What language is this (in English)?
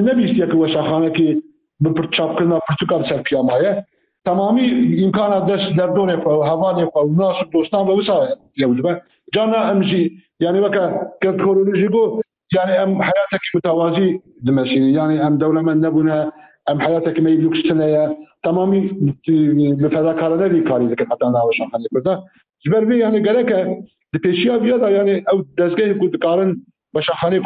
Kurdish